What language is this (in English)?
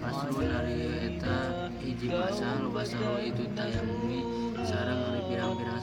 Sundanese